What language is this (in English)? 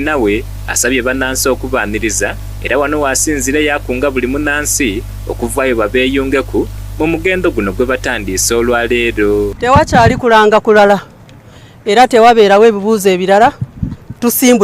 Soga